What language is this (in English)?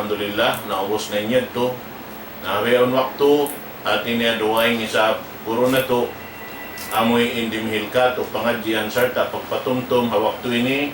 Tausug